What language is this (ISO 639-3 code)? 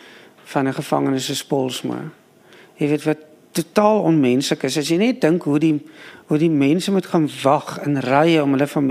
afr